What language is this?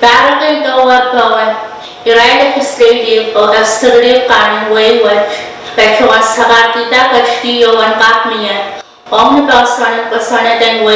Pohnpeian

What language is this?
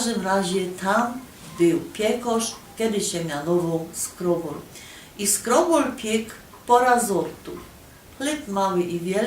Silesian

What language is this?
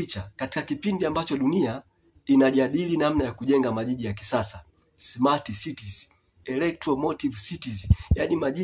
Swahili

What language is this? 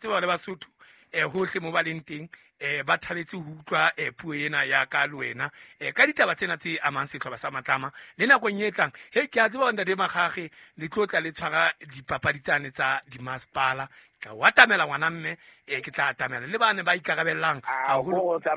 Southern Sotho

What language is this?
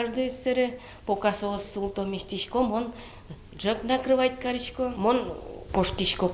Udmurt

